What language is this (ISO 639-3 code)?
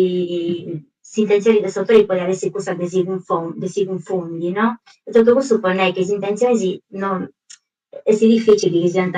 srd